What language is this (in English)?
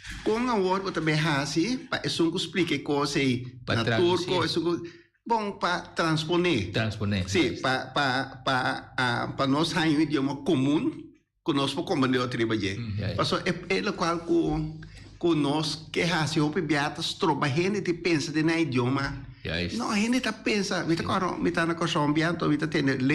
Papiamento